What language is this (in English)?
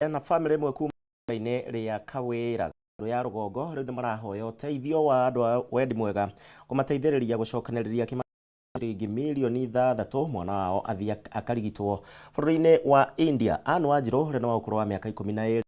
Kikuyu